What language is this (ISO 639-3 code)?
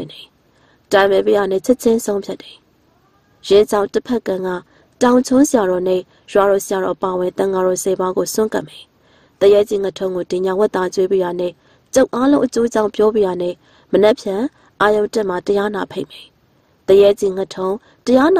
mya